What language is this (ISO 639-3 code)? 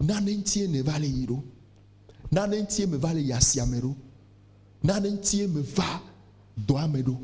ewe